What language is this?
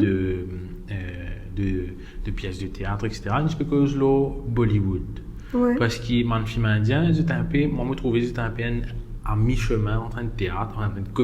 Morisyen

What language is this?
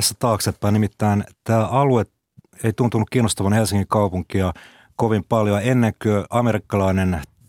Finnish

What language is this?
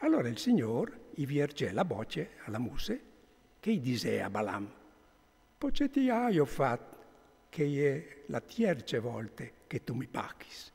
Friulian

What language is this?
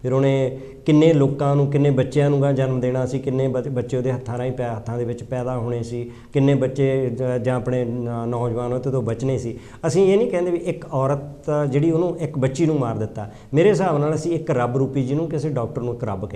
Punjabi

